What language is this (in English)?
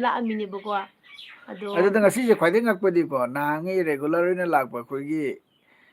Manipuri